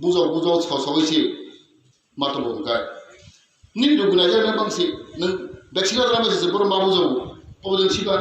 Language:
Kok Borok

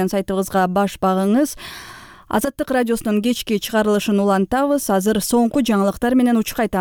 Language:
Kyrgyz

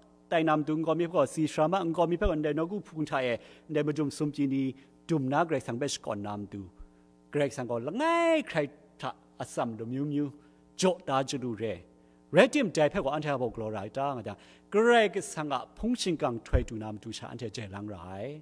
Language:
Kachin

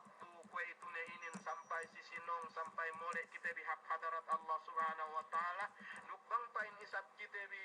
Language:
Yakan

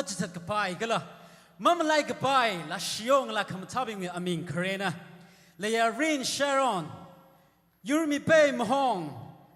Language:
Tangkhul Naga (India)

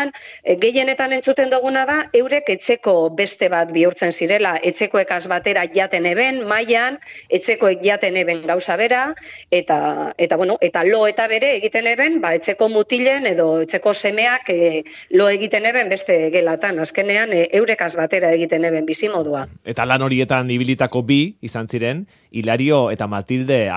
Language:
Basque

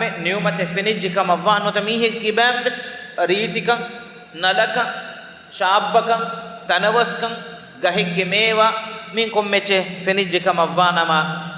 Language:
Divehi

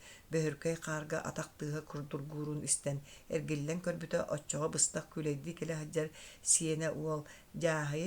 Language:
Yakut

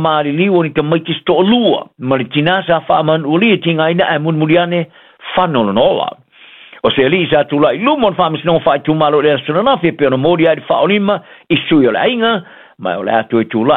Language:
Samoan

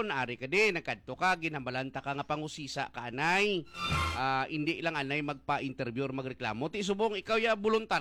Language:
Hiligaynon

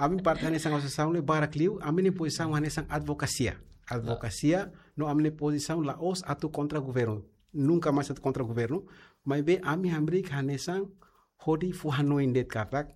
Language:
Tetum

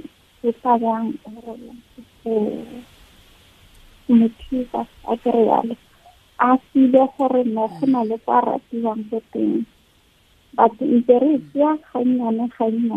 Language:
Tswana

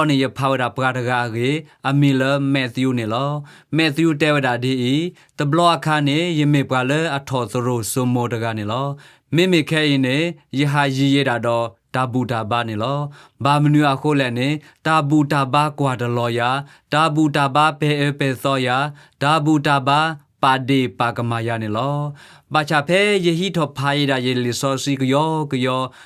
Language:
S'gaw Karen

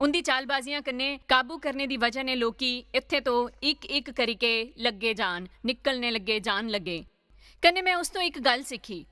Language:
Dogri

